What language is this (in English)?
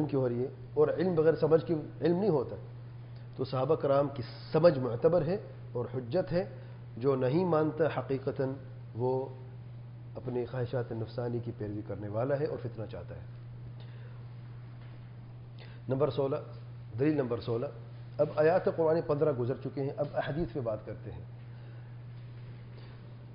Urdu